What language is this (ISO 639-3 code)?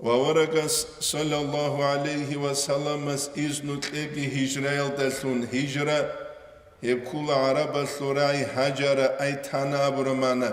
ava